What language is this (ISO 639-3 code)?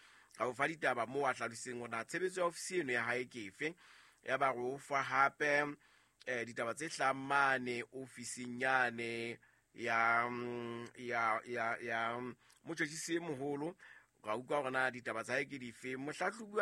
sot